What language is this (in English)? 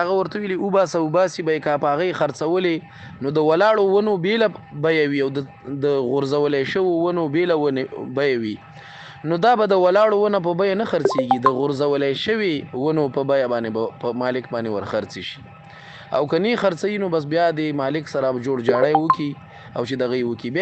Pashto